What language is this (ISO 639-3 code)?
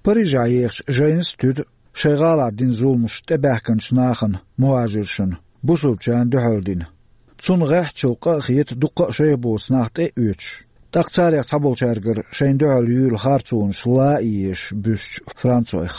che